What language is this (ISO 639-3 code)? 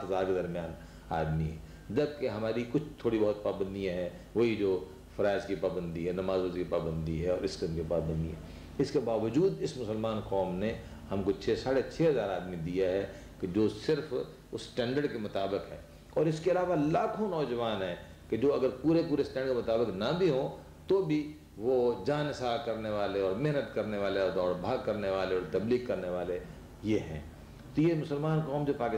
urd